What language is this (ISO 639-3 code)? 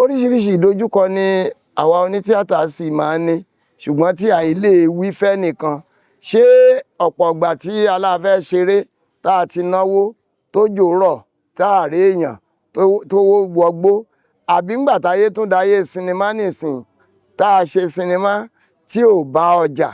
yor